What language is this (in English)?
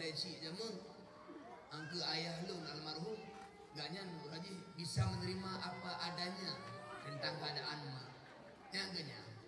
Achinese